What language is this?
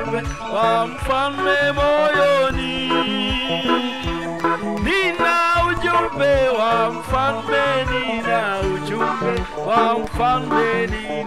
Swahili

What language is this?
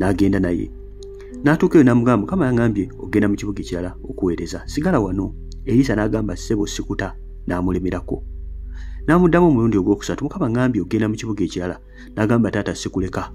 Ganda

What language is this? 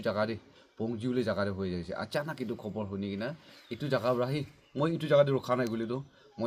Naga Pidgin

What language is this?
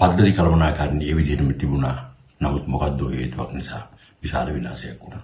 Sinhala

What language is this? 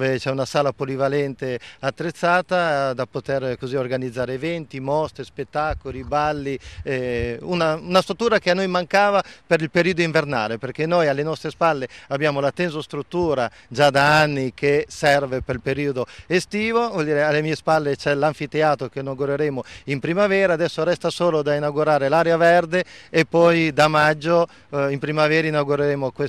Italian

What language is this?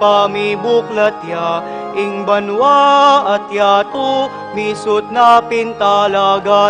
Pampanga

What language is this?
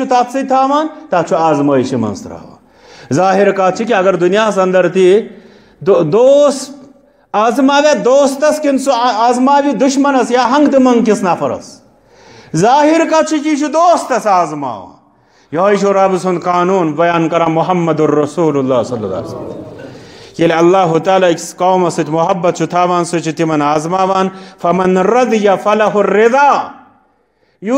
Kashmiri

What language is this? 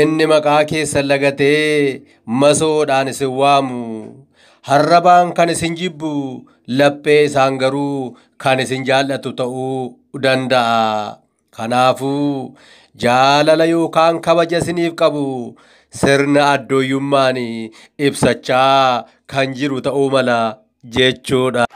Oromo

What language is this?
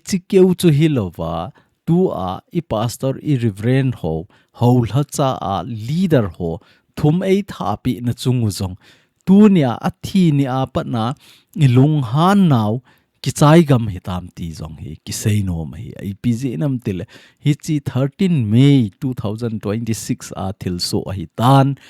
Thado Chin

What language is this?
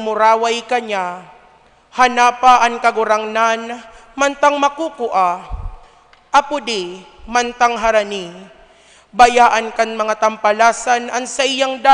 Bikol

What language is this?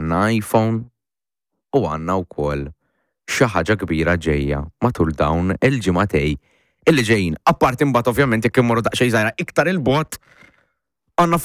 Maltese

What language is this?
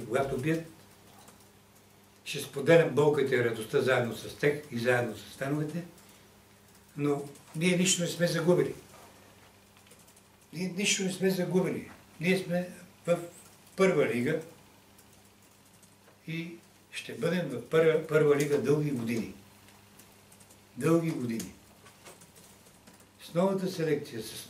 Bulgarian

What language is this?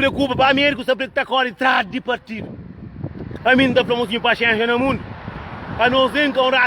Kabuverdianu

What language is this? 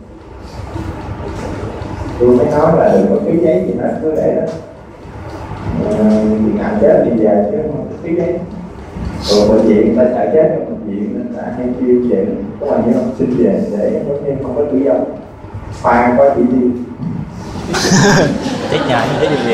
Vietnamese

